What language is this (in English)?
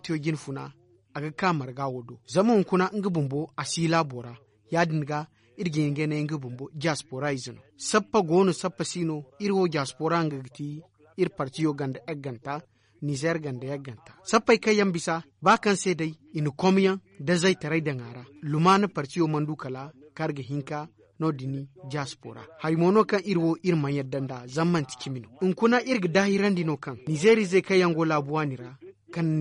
Zarma